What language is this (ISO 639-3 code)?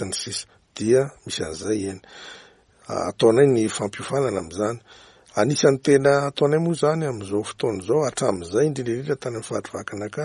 mlg